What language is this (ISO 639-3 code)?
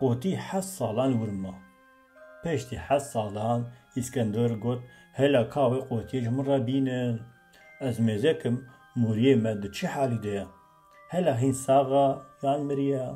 kur